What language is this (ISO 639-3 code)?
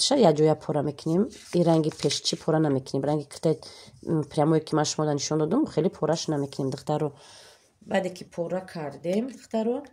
tgk